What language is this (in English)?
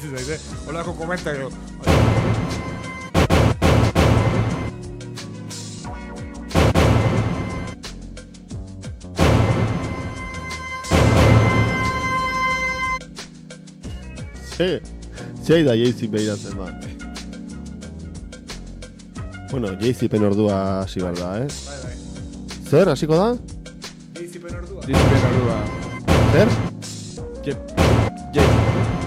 Basque